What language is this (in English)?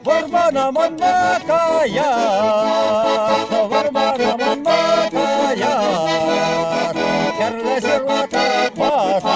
Chuvash